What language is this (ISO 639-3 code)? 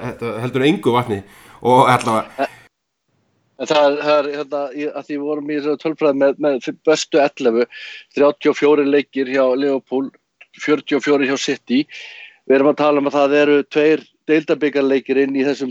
isl